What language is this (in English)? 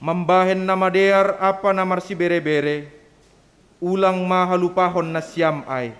Batak Simalungun